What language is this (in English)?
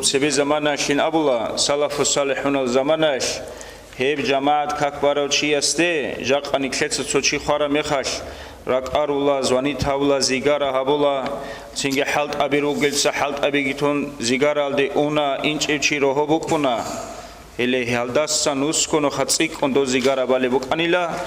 Avaric